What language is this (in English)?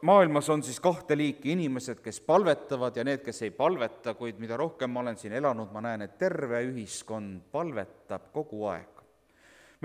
Estonian